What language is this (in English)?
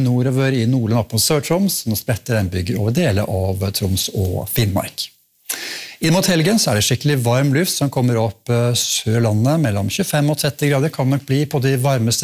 Norwegian